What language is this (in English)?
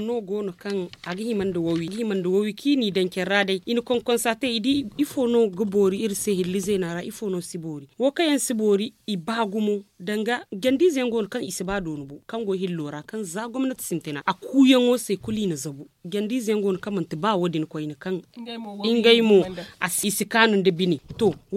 Zarma